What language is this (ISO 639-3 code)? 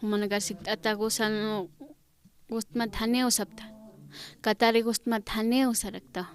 aym